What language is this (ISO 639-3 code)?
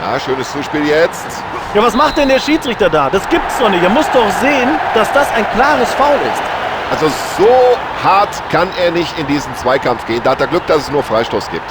bar